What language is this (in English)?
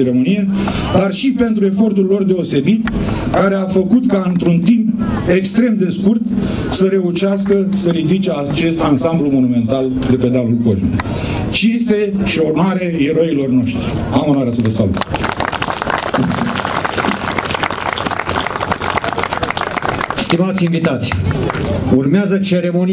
Romanian